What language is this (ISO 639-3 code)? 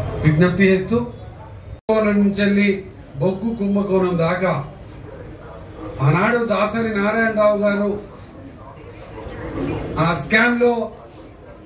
tel